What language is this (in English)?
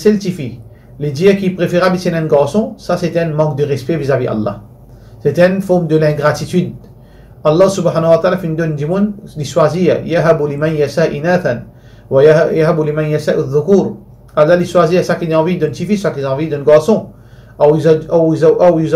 Morisyen